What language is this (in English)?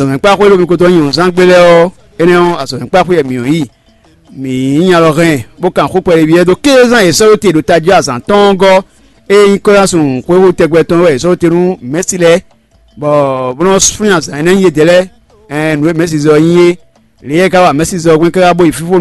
Fon